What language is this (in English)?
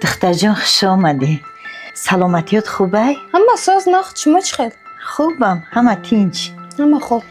Tajik